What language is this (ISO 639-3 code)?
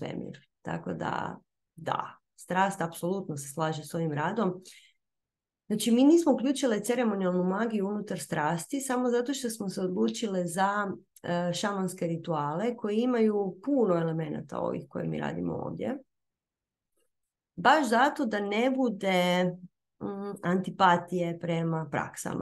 hrv